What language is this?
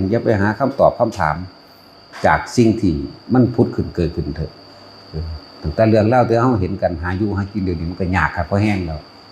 Lao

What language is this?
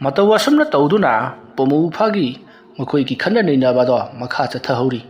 Manipuri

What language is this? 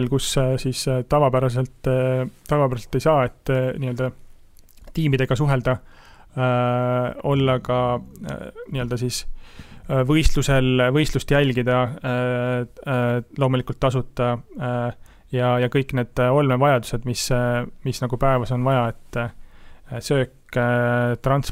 Estonian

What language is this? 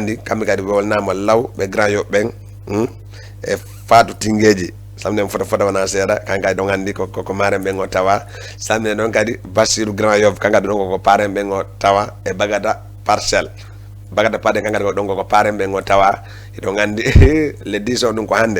Fula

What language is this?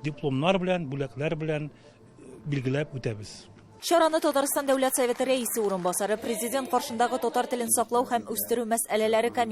Tatar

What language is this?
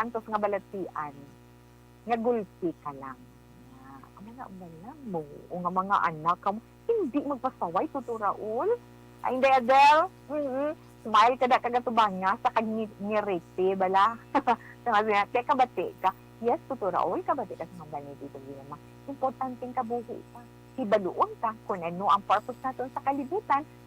Hiligaynon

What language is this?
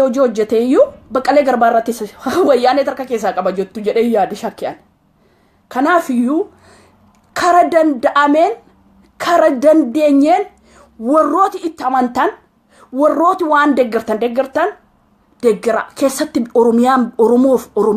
Oromo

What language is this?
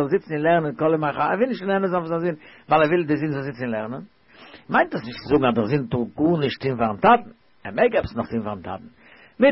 Yiddish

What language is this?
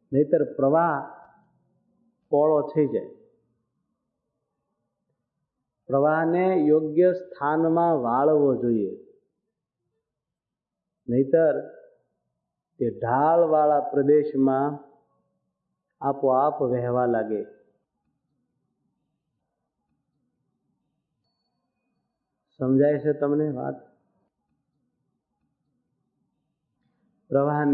Gujarati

